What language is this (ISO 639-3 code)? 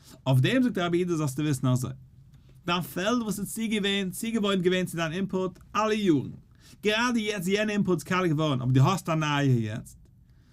yid